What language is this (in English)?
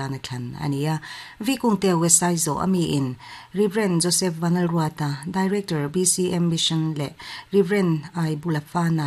Mizo